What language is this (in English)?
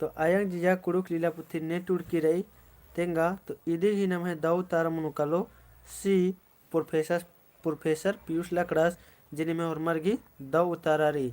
Kurukh